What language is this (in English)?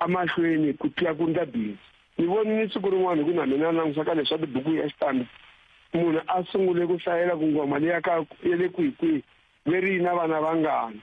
Tsonga